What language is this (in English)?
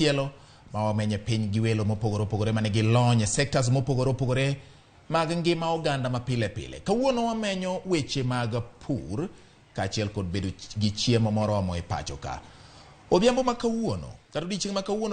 Luo (Kenya and Tanzania)